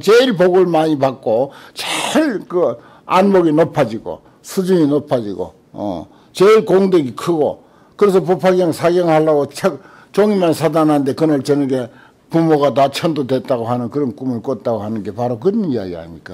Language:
Korean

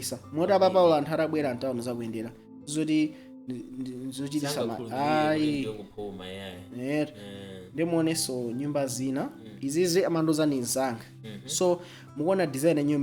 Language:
Nyanja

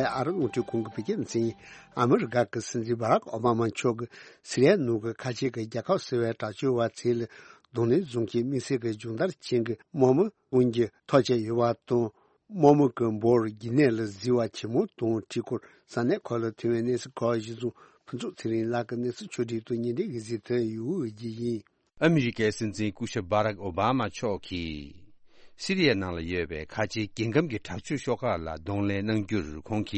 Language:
Tibetan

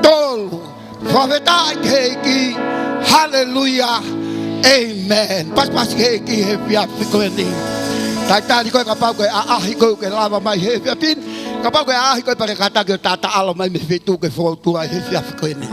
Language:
Tongan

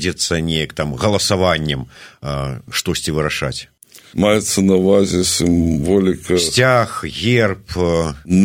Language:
Belarusian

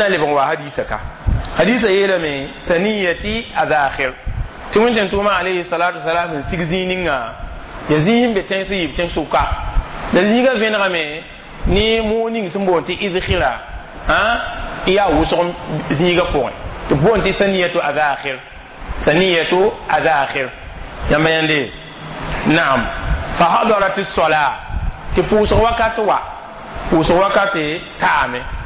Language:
Mossi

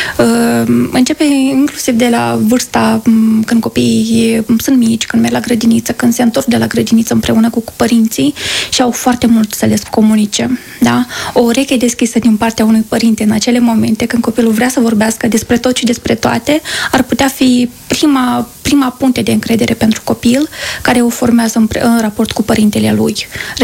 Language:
Romanian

